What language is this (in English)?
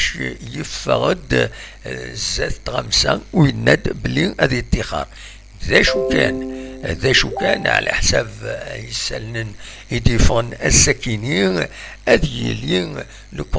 Kabyle